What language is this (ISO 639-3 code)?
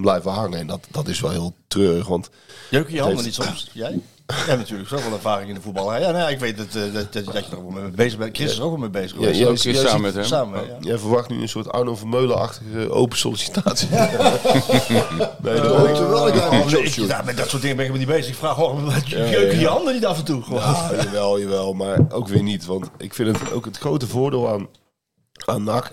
nld